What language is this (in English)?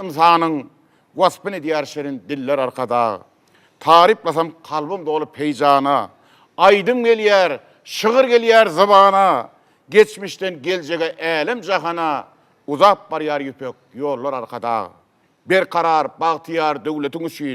Turkmen